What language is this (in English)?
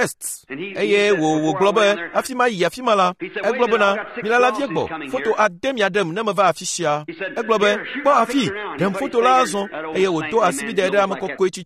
Ewe